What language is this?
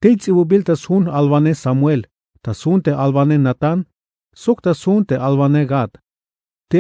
Tzeltal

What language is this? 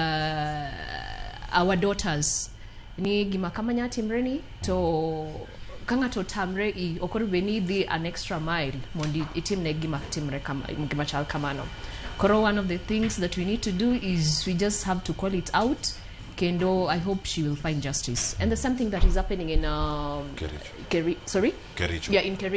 Luo (Kenya and Tanzania)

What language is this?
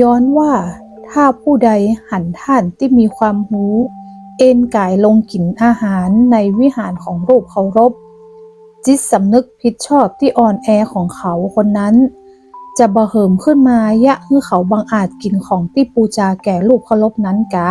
Northern Thai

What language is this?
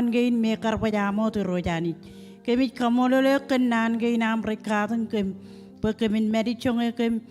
Marshallese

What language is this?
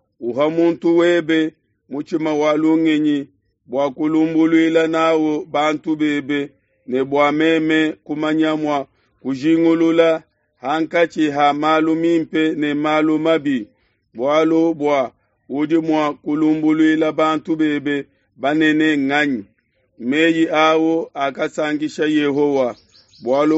Luba-Lulua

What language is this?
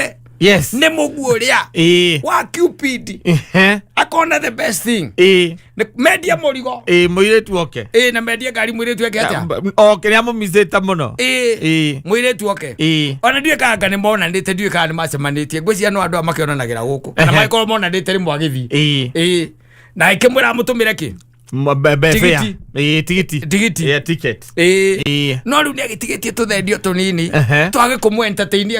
Kikuyu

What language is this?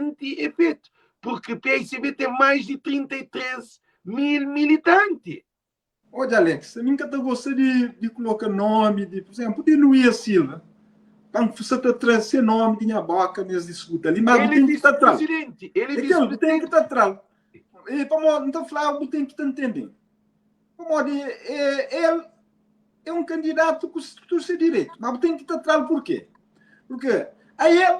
Kabuverdianu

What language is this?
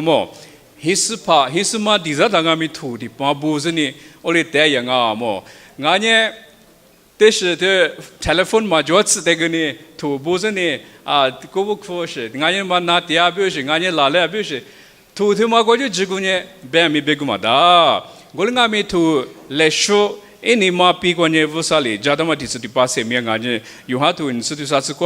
Lisu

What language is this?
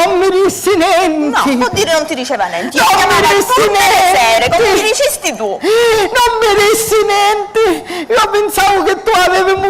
Sicilian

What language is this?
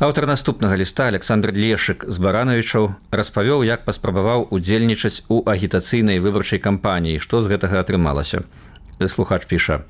Belarusian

